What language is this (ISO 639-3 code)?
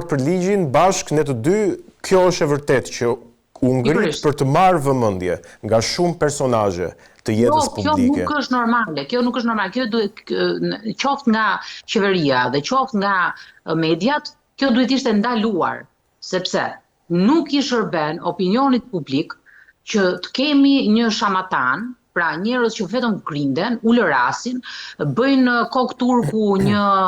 sqi